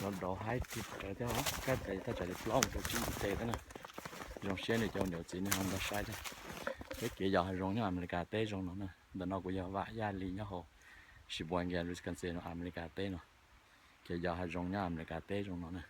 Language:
Hmong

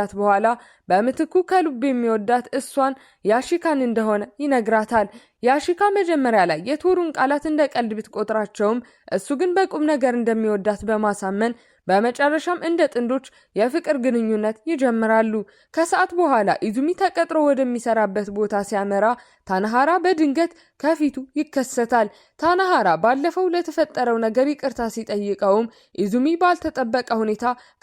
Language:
Amharic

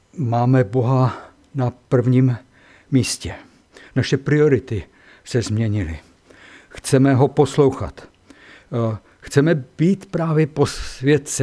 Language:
Czech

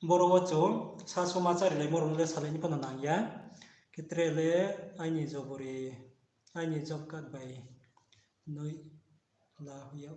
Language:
Riang (India)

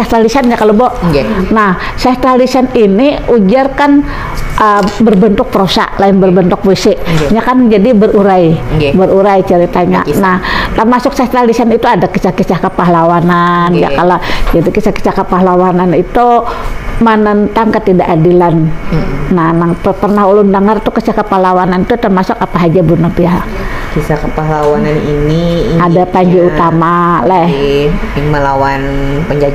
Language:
Banjar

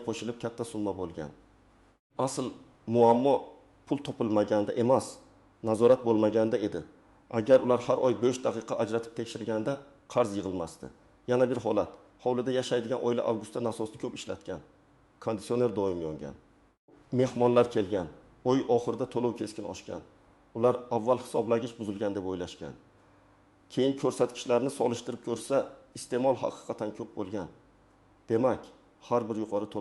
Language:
Uzbek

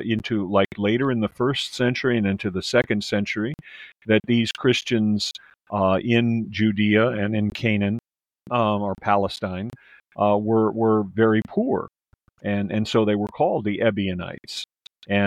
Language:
English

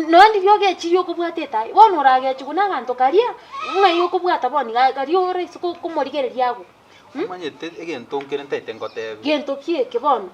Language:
Gusii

